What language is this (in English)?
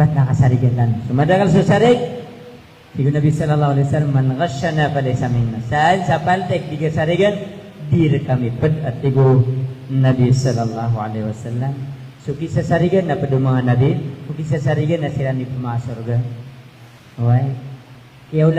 Maranao